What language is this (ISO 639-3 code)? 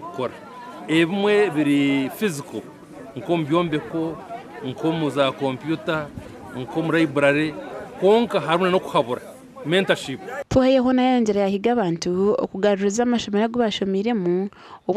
nyn